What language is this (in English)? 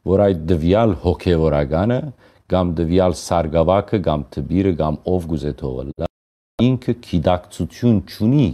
Western Armenian